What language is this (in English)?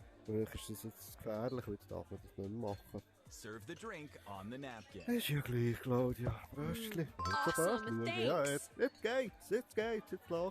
Swiss German